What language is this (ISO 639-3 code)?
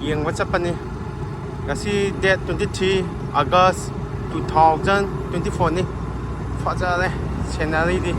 mni